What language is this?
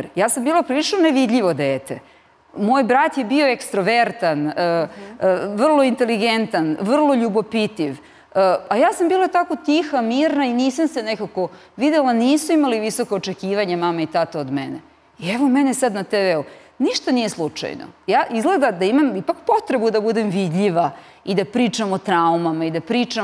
Serbian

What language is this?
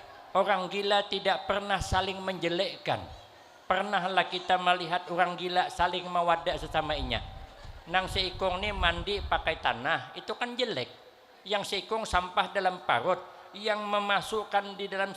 Banjar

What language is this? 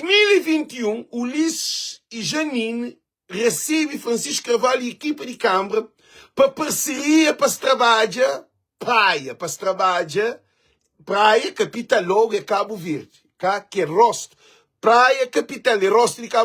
Kabuverdianu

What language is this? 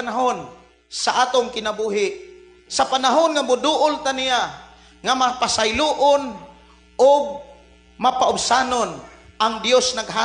Cebuano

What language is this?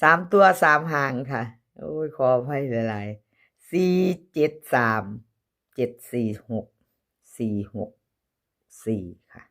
Northeastern Thai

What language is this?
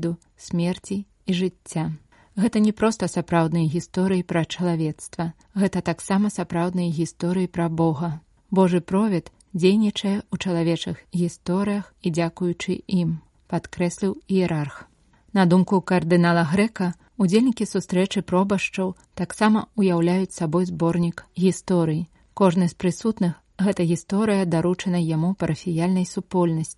Belarusian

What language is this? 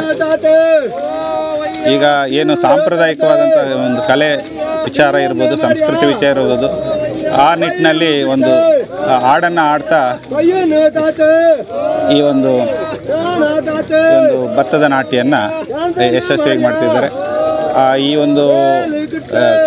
Kannada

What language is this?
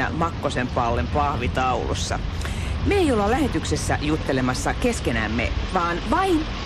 Finnish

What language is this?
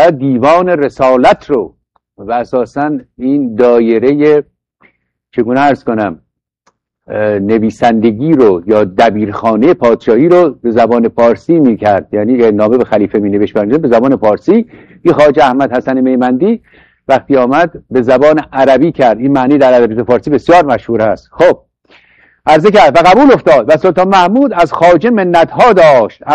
Persian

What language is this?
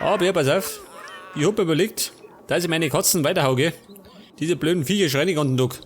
Bavarian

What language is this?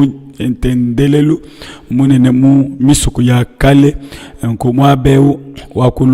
Luba-Lulua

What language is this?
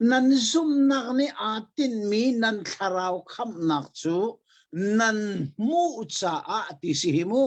Hakha Chin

